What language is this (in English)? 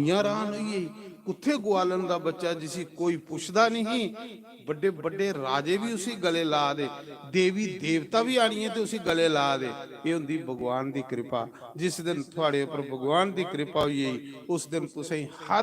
Dogri